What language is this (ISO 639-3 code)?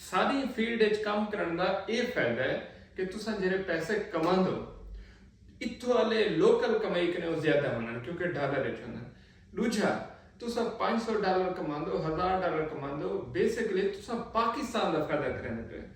skr